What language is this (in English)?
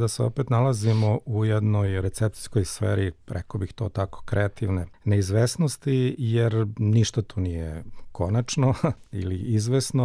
Serbian